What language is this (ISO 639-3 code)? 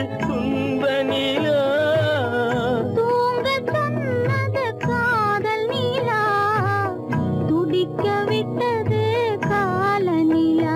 tam